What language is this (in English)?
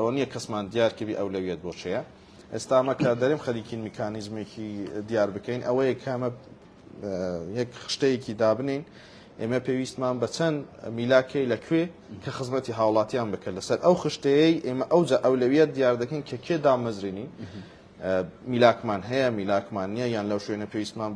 Central Kurdish